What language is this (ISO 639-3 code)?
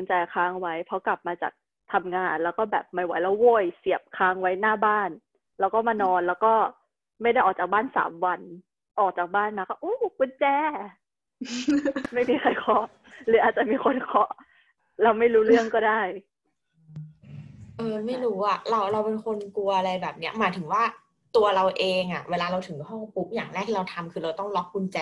tha